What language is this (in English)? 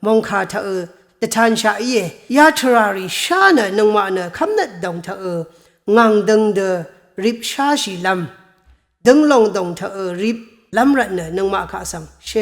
Rawang